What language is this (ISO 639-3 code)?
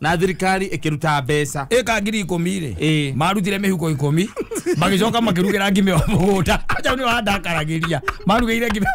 kik